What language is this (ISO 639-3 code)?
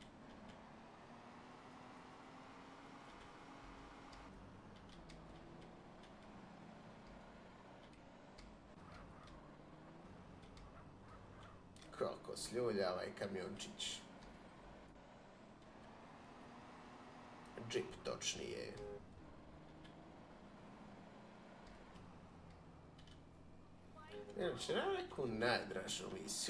hrv